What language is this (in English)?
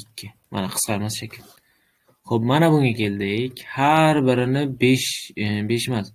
Uzbek